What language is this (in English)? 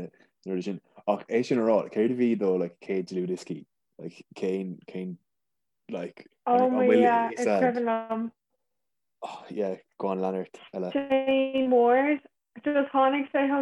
Irish